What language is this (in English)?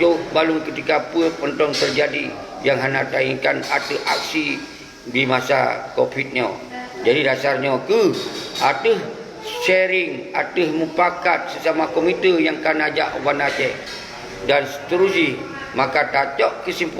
Achinese